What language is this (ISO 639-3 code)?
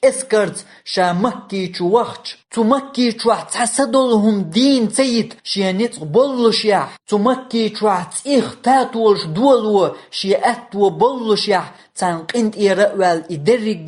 che